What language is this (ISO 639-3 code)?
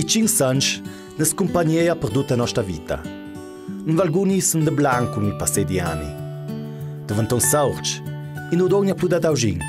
lld